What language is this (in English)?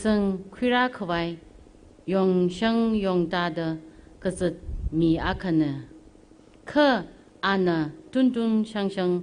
Tangkhul Naga (India)